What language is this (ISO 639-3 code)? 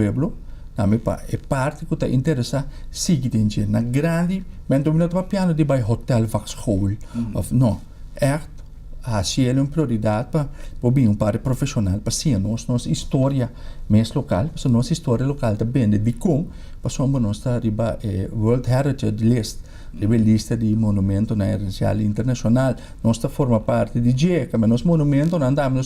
pap